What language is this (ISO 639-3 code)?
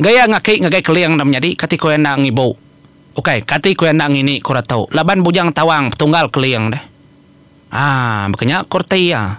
iba